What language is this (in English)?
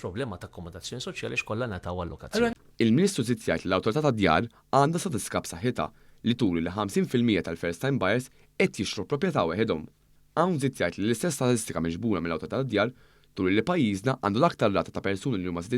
Maltese